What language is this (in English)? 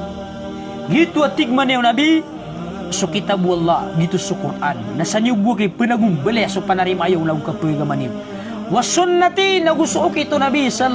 Maranao